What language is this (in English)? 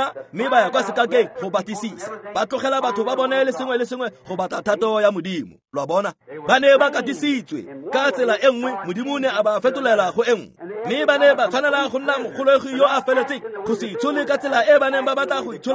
Tswana